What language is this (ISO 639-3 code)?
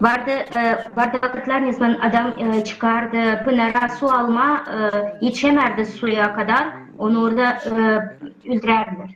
gag